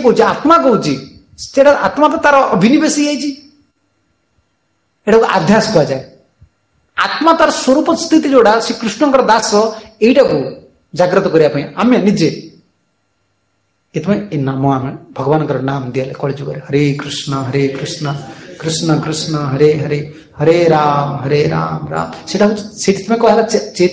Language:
Odia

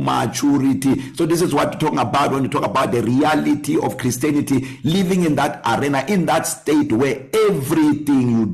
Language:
English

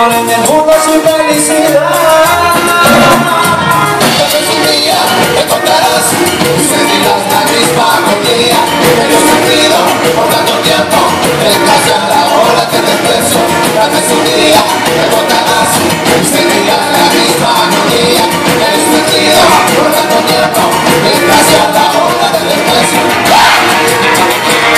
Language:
Spanish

